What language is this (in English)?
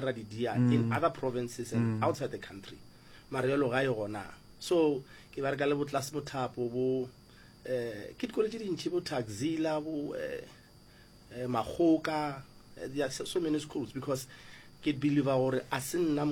Northern Sotho